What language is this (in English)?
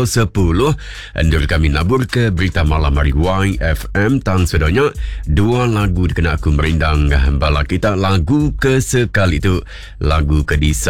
Iban